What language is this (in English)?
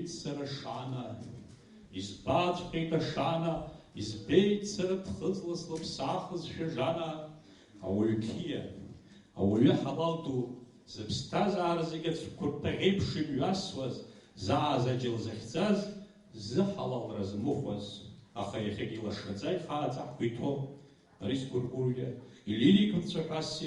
Abkhazian